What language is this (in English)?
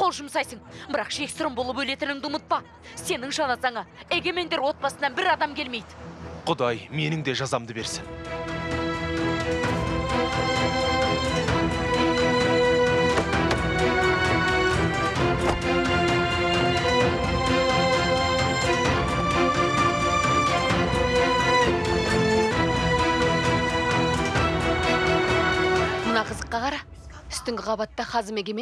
Kazakh